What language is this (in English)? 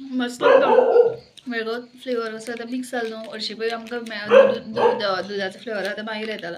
Konkani